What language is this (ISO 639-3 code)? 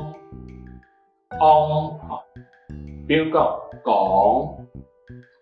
hak